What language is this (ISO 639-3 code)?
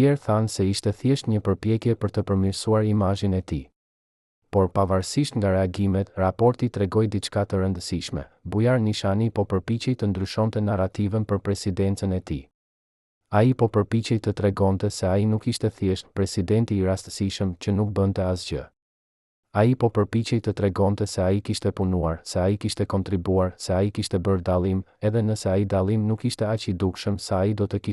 sqi